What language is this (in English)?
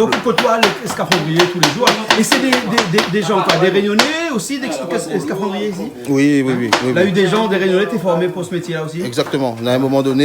Réunion Creole French